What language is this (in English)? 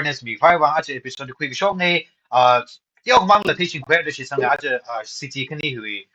Tangkhul Naga (India)